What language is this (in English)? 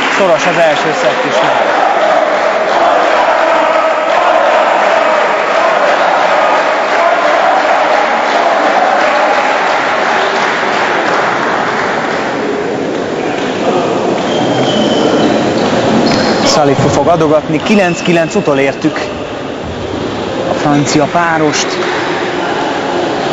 Hungarian